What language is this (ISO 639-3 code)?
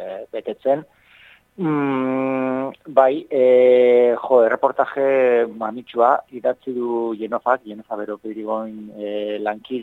eus